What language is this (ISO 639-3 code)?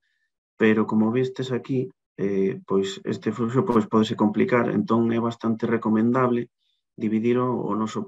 glg